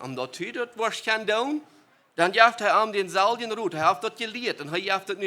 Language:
Plautdietsch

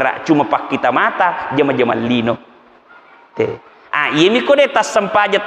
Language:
Buginese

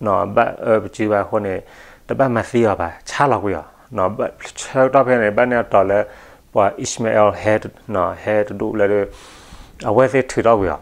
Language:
S'gaw Karen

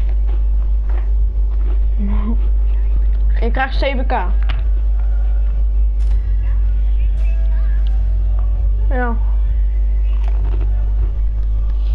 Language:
Dutch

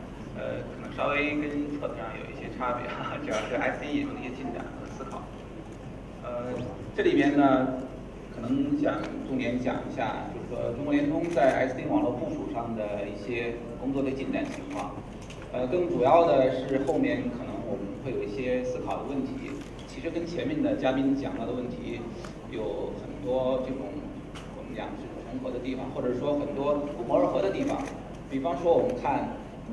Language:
Chinese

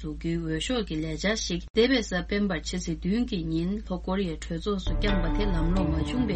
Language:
Tibetan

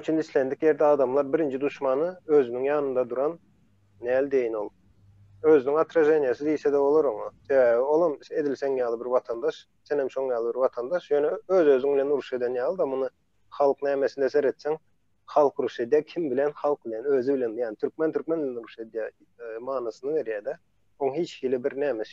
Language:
Turkmen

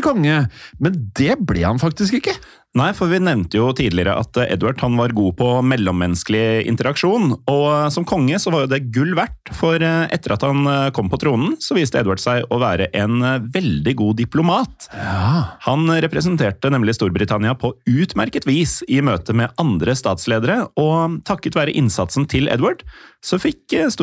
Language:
Norwegian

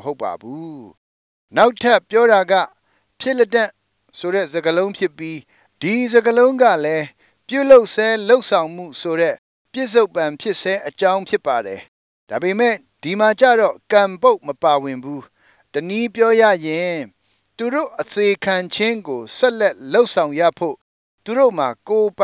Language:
Burmese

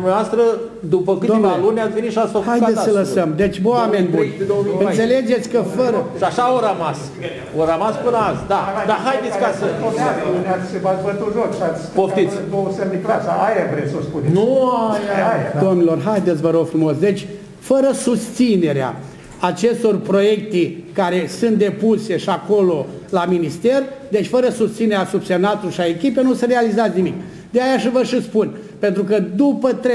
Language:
Romanian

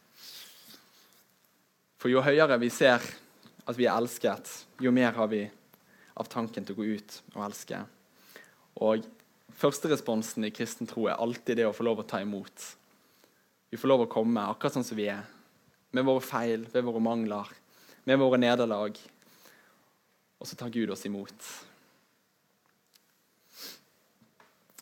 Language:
Norwegian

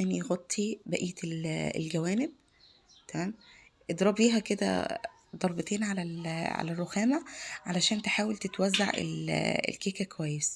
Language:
Egyptian Arabic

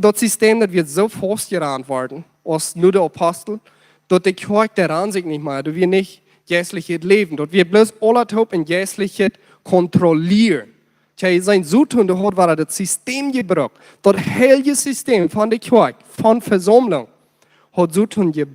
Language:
Plautdietsch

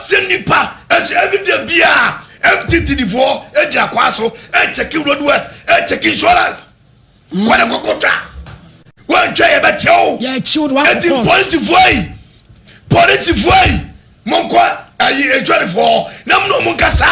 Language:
Akan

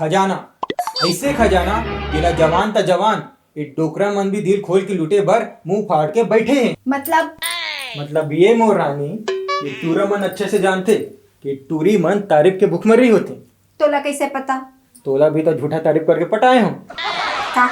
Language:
Chhattisgarhi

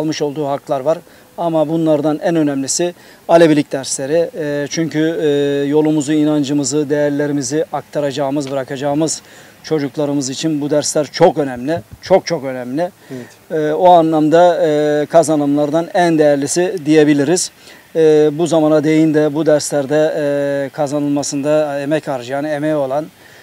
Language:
Turkish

